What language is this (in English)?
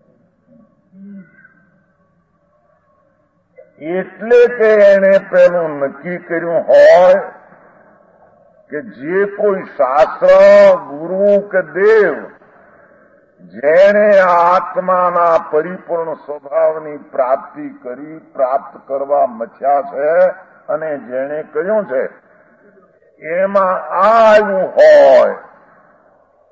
Gujarati